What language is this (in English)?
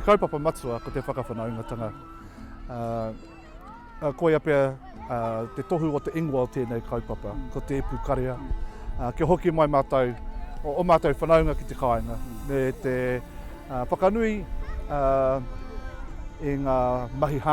Māori